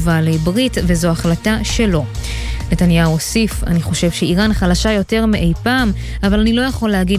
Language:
Hebrew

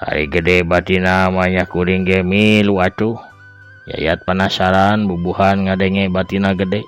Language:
Sundanese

